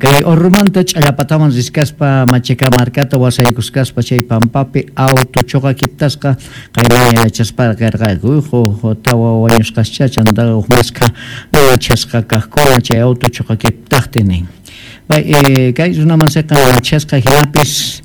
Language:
Quechua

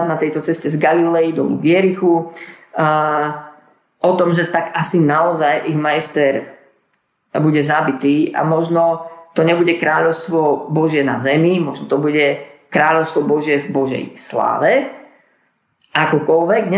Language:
Slovak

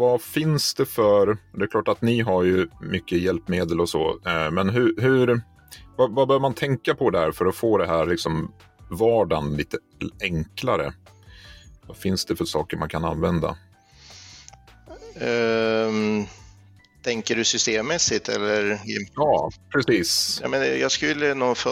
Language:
Swedish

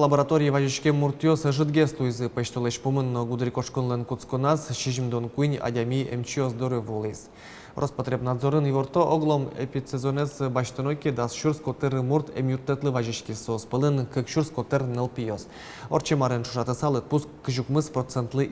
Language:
Udmurt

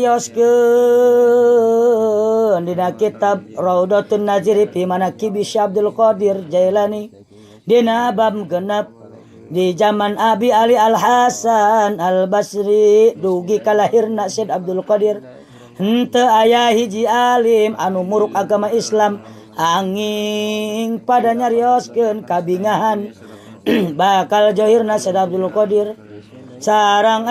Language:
Sundanese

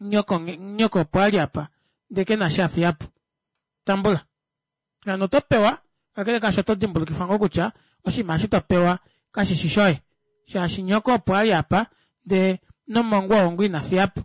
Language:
Kuanyama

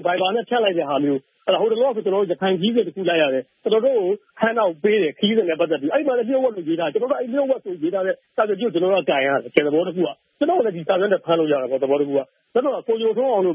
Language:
Burmese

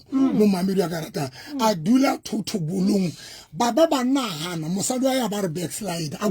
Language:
Southern Sotho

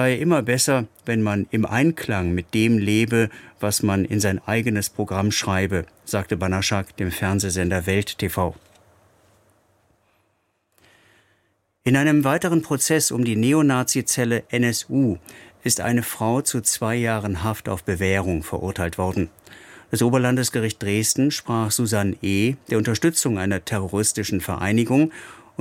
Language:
German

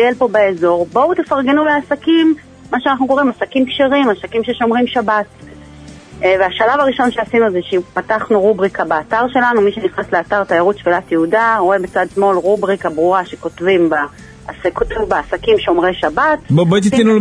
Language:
Hebrew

